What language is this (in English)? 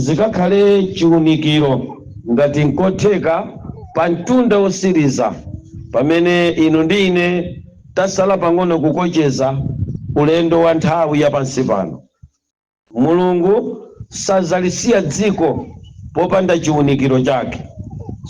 Nyanja